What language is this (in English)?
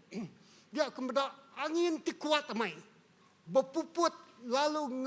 Iban